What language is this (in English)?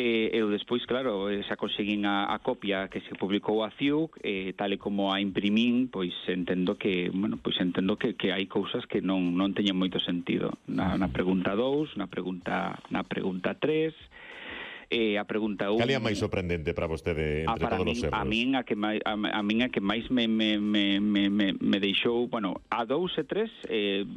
Galician